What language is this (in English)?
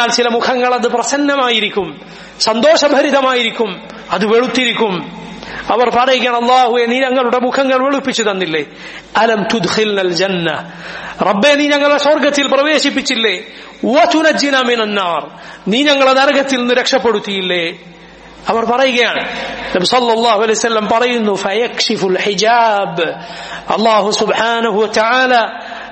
Malayalam